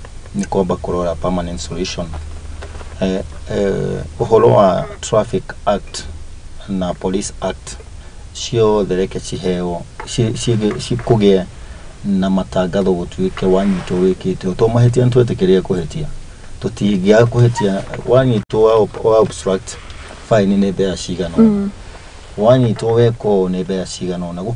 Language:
Kikuyu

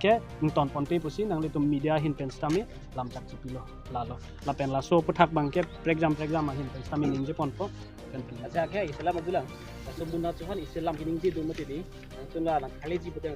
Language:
Karbi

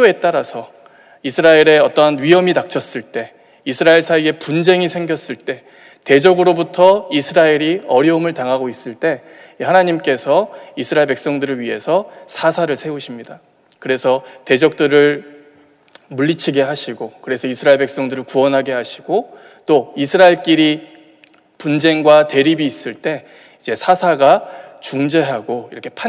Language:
Korean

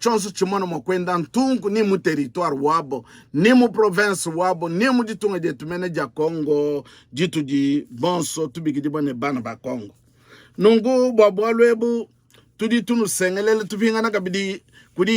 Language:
Luba-Lulua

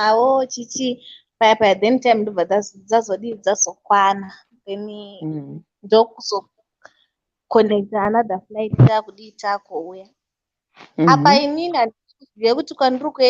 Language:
Shona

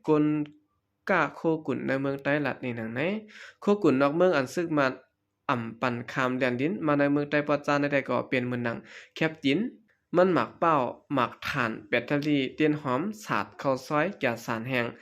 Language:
Shan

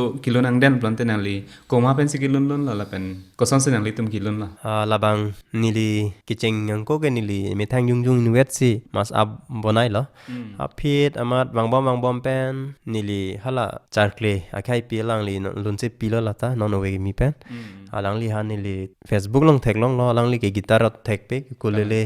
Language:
Karbi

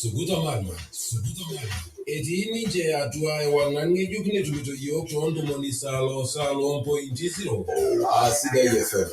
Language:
Masai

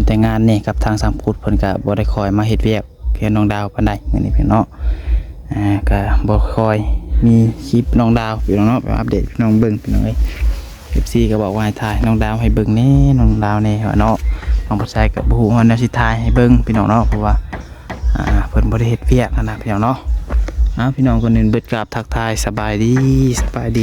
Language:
Northeastern Thai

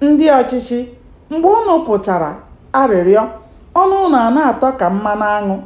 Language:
Igbo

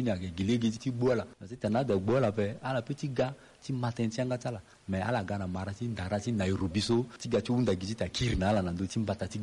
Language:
Sango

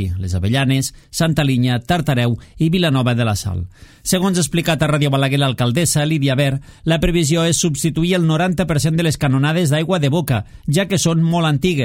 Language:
Catalan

